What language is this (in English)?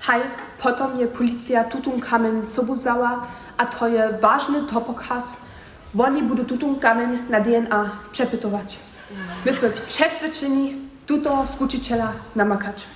Upper Sorbian